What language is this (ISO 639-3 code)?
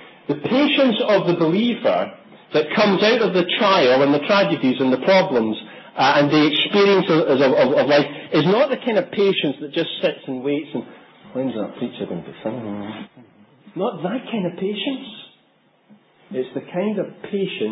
eng